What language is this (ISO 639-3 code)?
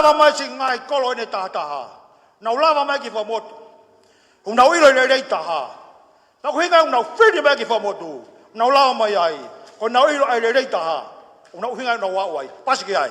ton